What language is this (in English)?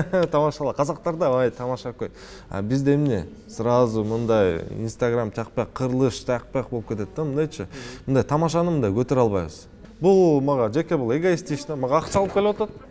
Kyrgyz